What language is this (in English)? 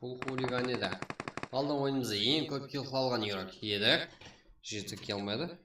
Kara-Kalpak